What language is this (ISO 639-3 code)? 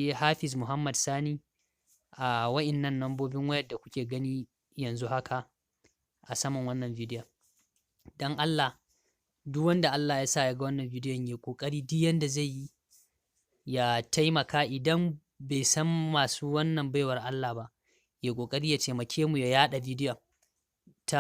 hau